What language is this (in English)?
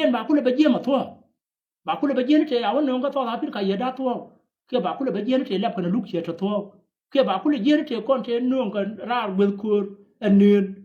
Nuer